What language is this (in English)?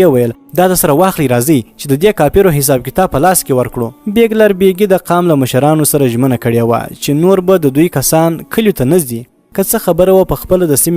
Pashto